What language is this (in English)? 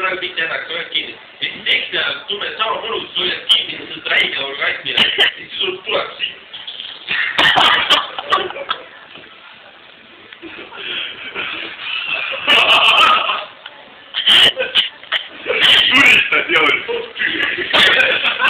Estonian